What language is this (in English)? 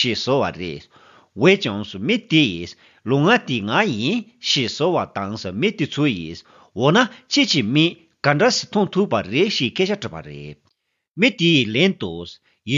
Tibetan